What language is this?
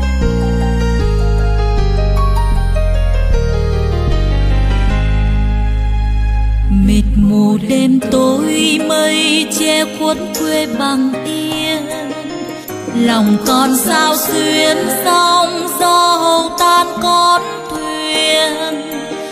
Vietnamese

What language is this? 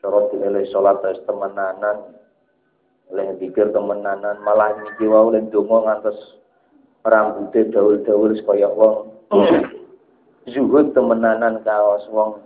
Javanese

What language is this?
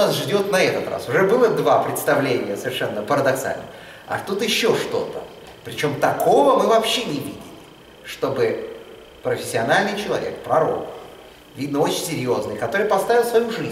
Russian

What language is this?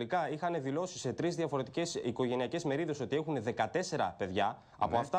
Greek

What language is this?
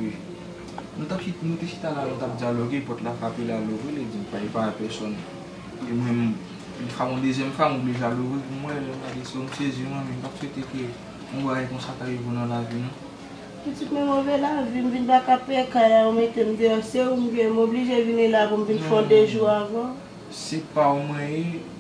Haitian Creole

